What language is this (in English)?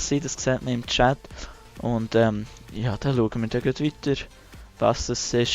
Swiss German